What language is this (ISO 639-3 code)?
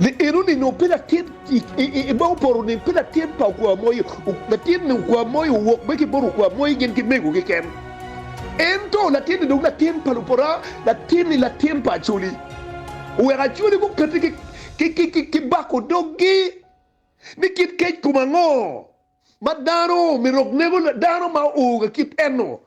ach